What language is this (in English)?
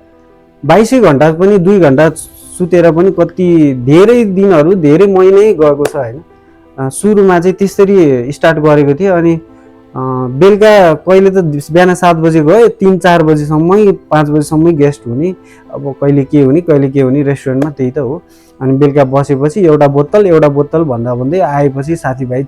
Nepali